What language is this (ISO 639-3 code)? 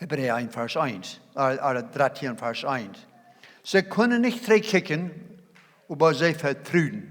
pdt